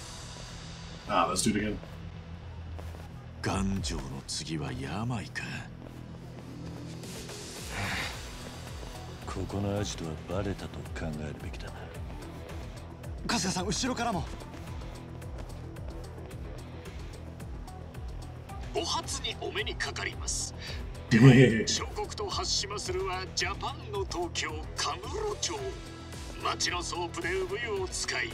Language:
Japanese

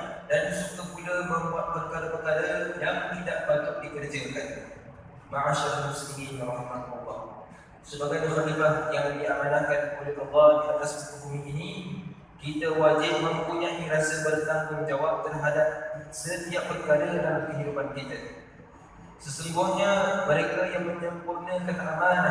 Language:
Malay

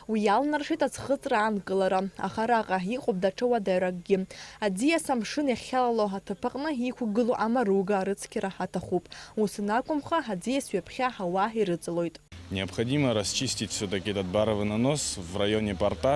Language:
Abkhazian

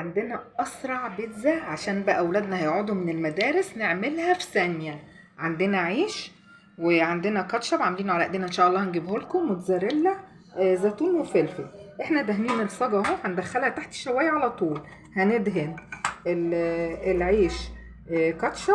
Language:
Egyptian Arabic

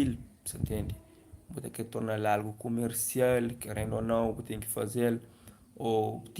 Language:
Kabuverdianu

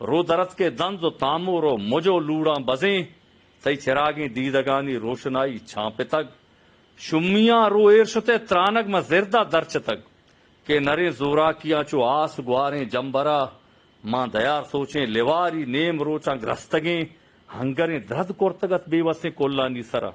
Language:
Eastern Balochi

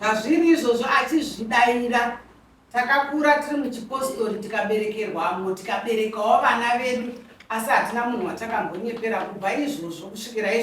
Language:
Shona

